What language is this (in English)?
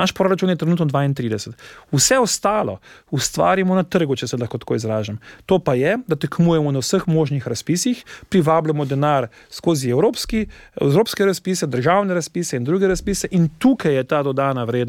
Slovenian